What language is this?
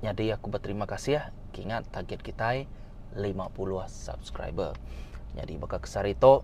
Iban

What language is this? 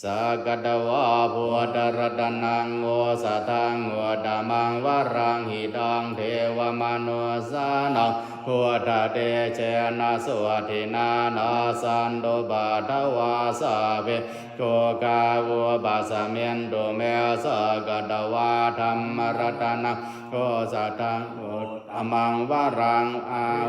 Pali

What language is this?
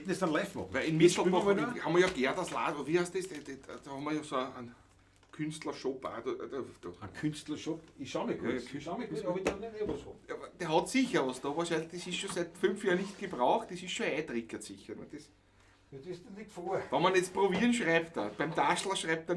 Bavarian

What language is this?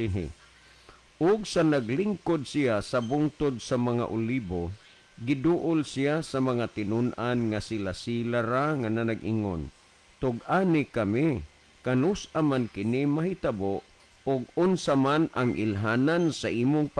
Cebuano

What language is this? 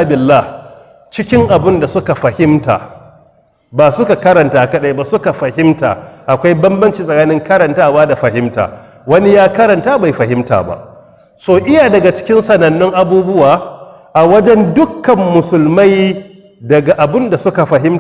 Hausa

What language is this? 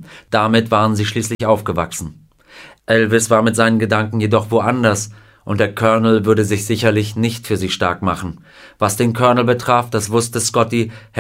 German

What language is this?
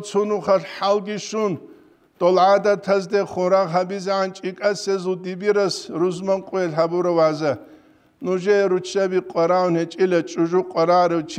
Avaric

